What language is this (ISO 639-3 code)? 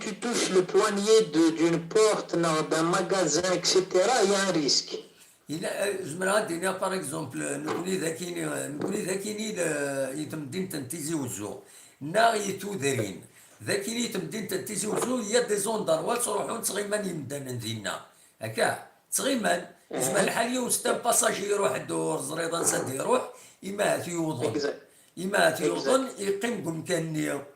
kab